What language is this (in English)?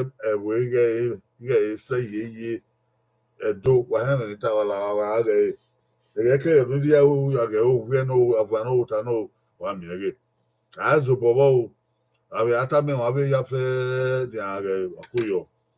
Bini